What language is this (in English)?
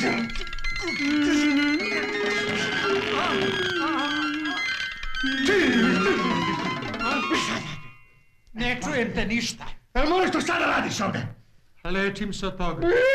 Serbian